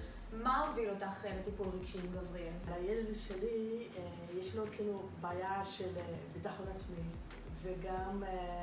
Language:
Hebrew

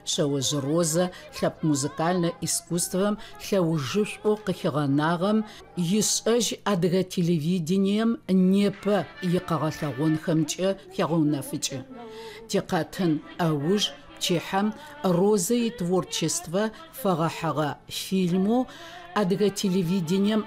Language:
Adyghe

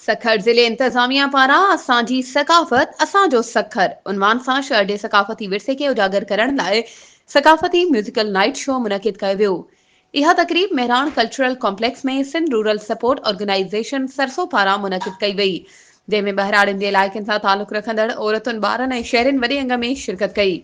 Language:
Sindhi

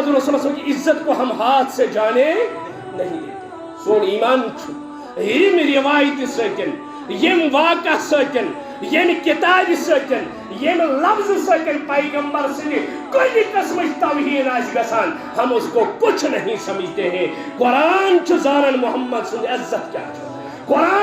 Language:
Kashmiri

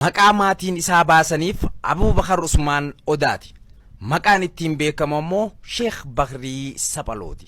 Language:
Oromo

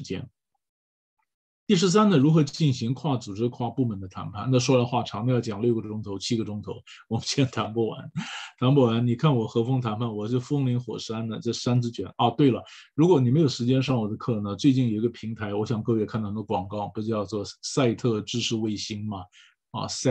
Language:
Chinese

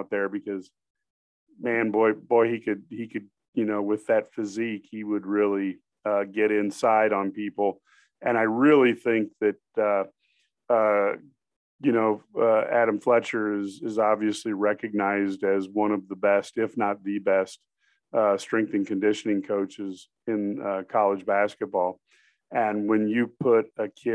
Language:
English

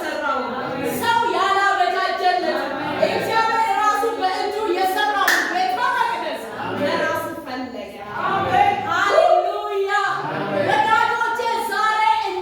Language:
Amharic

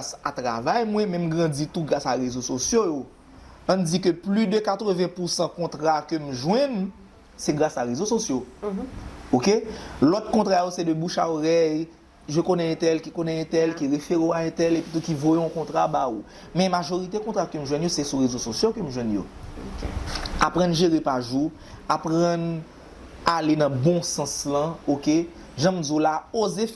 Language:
Haitian Creole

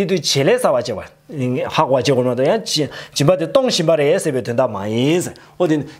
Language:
Tibetan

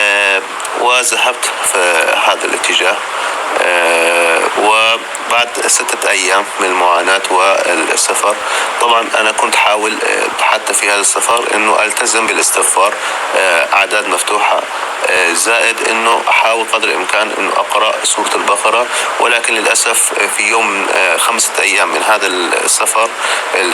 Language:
North Levantine Arabic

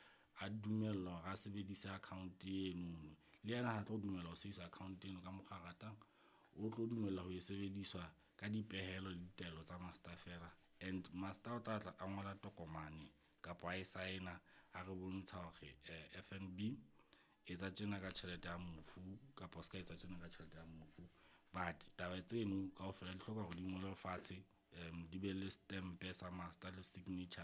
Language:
Southern Sotho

